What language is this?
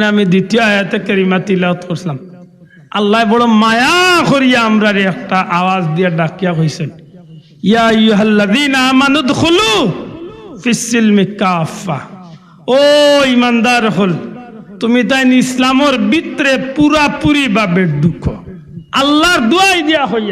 Sylheti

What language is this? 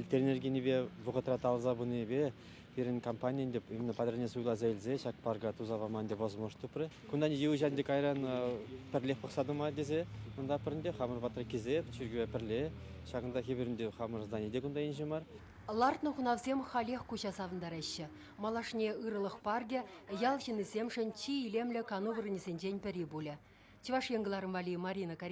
Chuvash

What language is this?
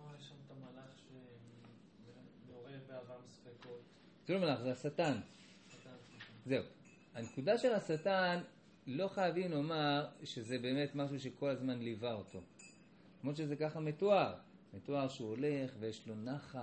Hebrew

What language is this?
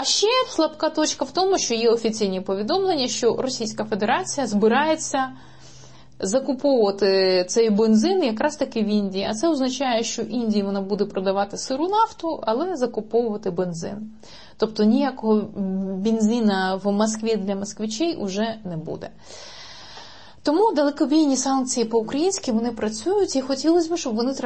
Ukrainian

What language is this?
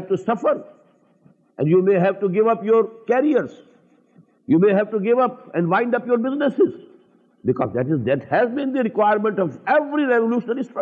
English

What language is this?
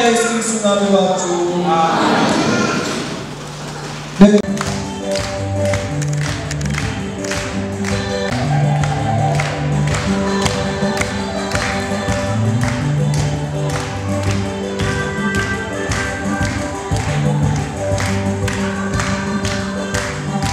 Kinyarwanda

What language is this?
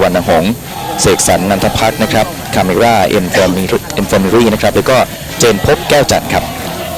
Thai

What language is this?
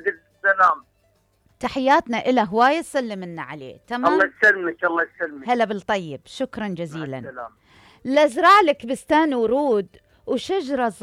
Mesopotamian Arabic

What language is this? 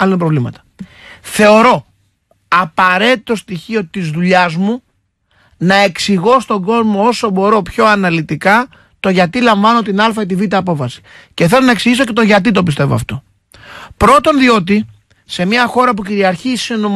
Greek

